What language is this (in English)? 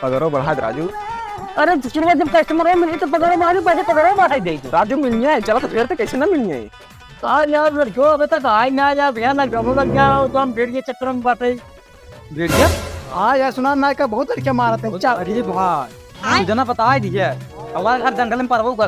Awadhi